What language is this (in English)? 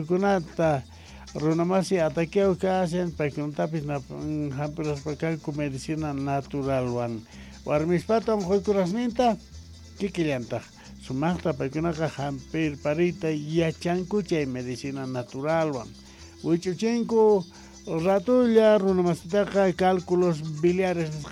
South Bolivian Quechua